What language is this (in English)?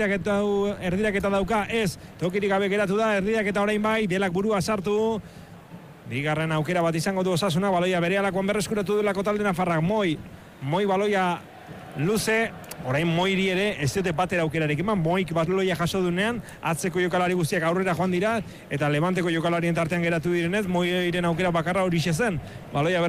Basque